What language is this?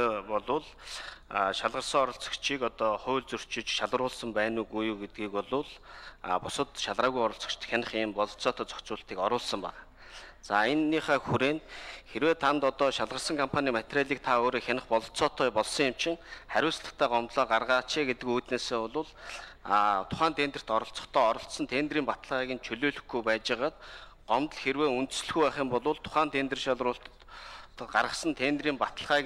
Mongolian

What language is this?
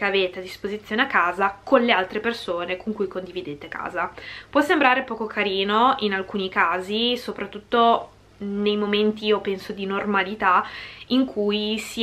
Italian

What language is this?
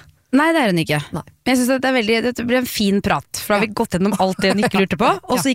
Norwegian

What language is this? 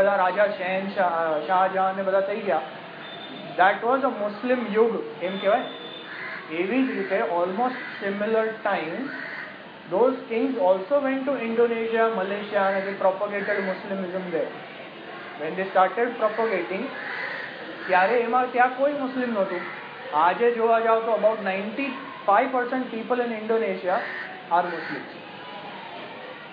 Gujarati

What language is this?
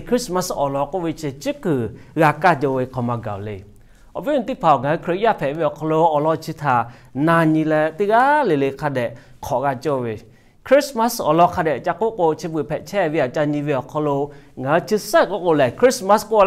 Lahu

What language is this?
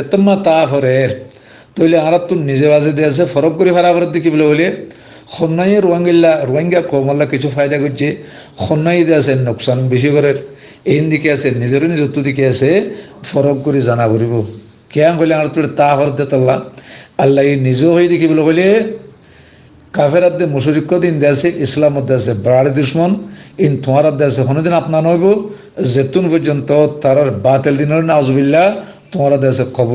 Rohingya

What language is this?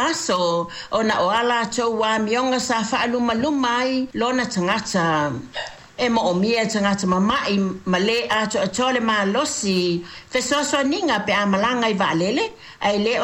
Samoan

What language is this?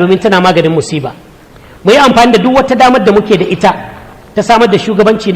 Hausa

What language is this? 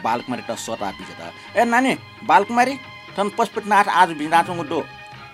Newari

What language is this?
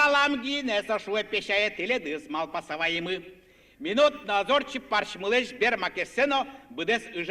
Udmurt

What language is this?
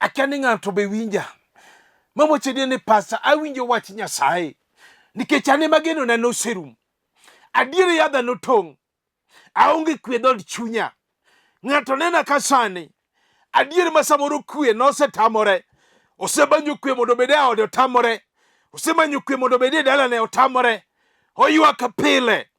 Luo (Kenya and Tanzania)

